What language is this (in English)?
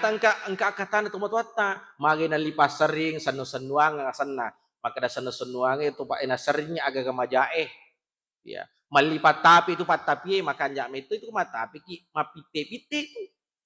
Buginese